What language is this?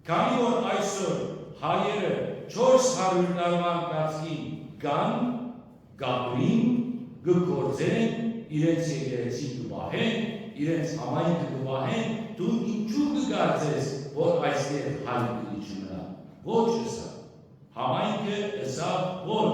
Western Armenian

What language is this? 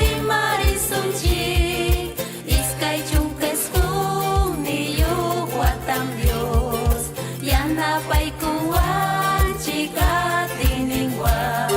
Ayacucho Quechua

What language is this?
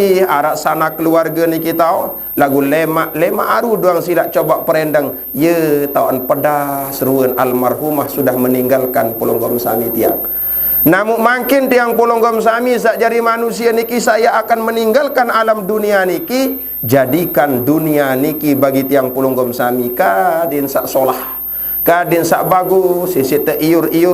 Sasak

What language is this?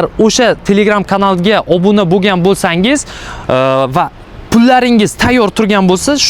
Uzbek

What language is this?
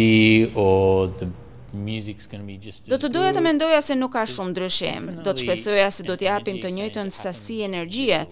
Albanian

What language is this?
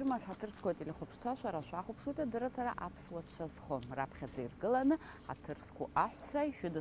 Abkhazian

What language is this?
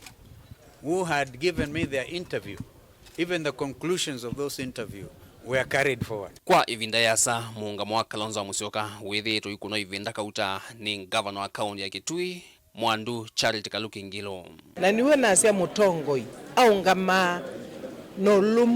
Kamba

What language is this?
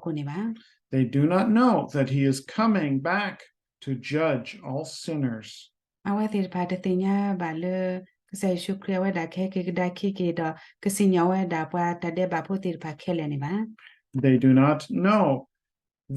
S'gaw Karen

